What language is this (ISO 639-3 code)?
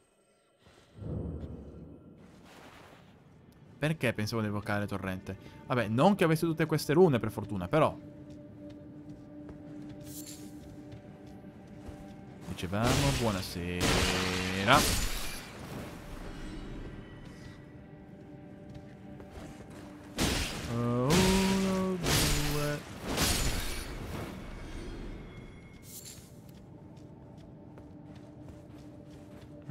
ita